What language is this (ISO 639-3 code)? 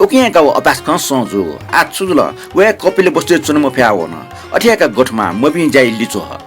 new